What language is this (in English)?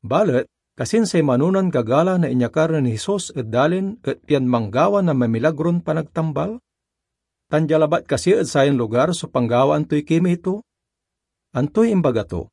Pangasinan